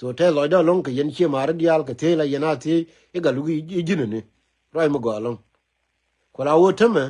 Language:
Nuer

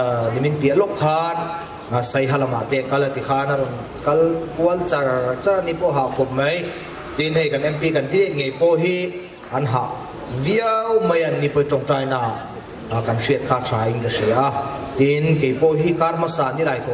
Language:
Mizo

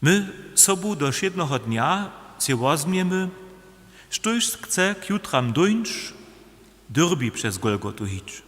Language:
Upper Sorbian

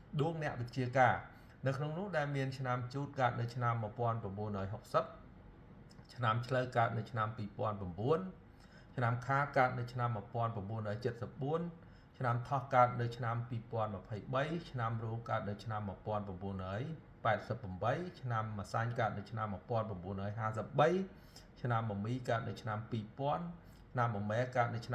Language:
Khmer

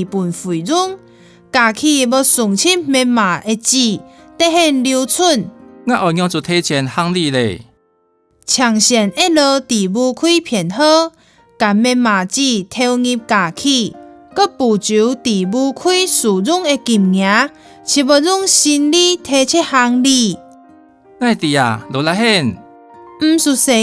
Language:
Hakka Chinese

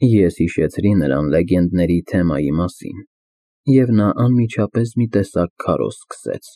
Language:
Armenian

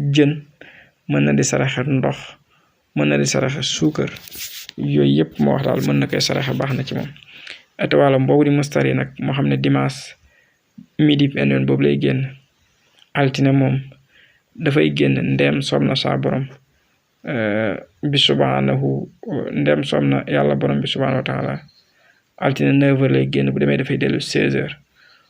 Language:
Wolof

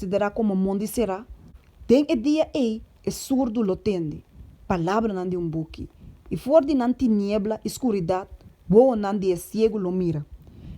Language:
Papiamento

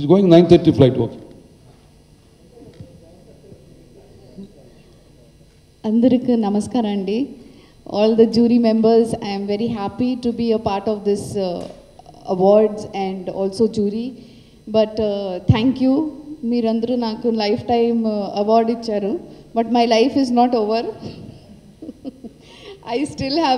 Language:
Telugu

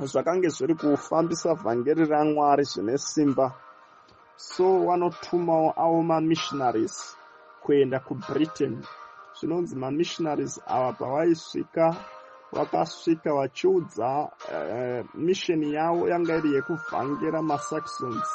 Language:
Shona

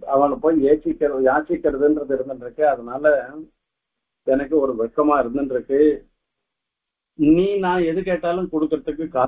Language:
Tamil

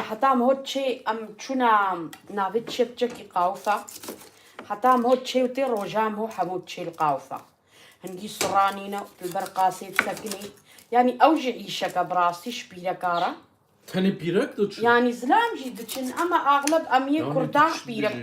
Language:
Kurdish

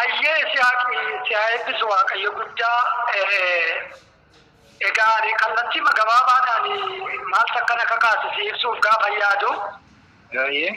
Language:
Oromo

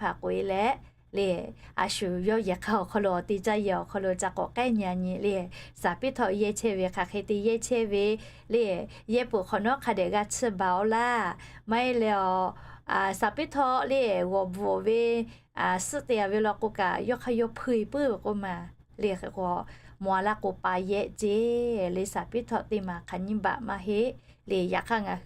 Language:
Lahu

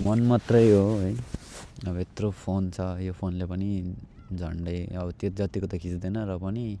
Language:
Nepali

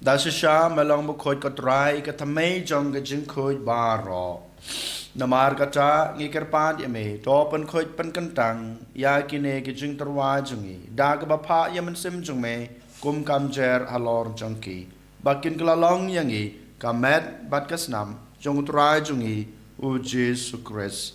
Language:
Khasi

